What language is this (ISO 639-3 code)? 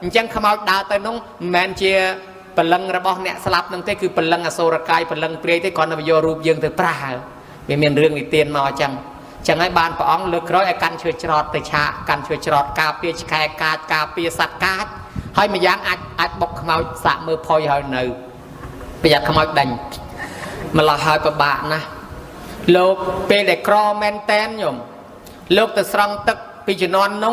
khm